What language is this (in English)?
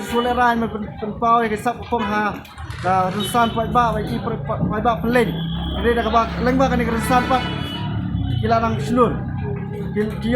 Khasi